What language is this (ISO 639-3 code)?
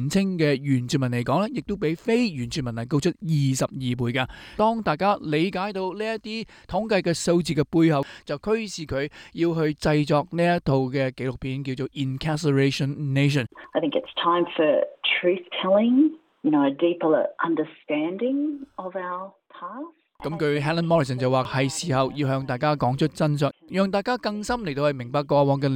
yue